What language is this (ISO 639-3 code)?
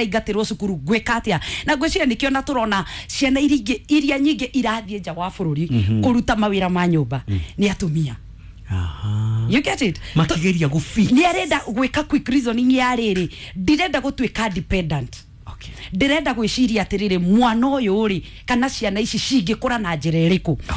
kik